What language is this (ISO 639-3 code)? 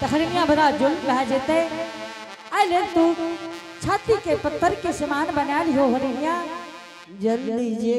anp